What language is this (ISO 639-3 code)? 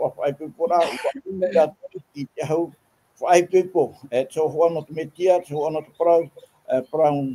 tah